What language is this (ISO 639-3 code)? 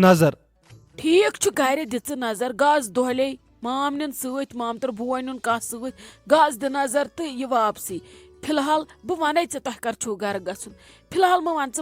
kas